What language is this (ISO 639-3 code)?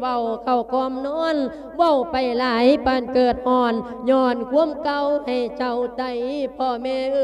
lao